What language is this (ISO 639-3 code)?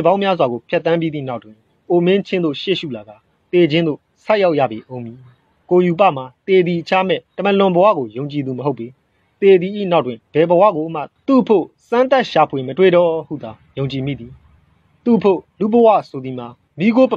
mya